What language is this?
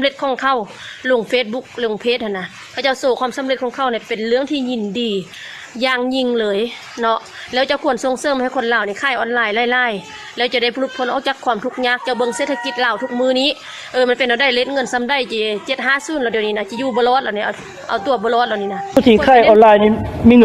Lao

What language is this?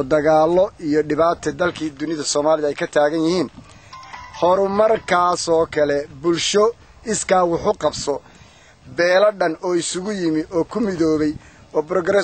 Somali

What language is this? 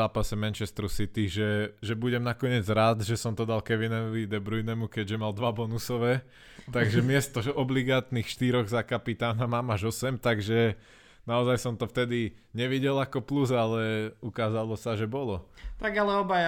Slovak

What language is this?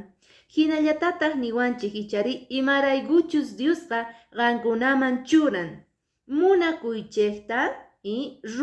Quechua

